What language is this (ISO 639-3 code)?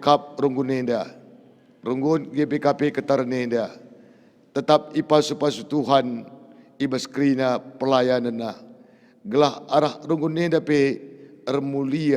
btx